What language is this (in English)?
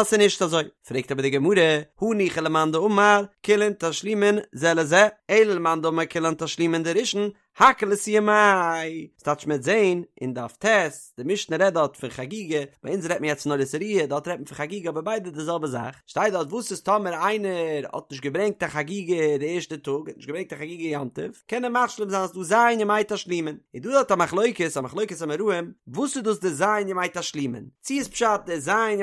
Yiddish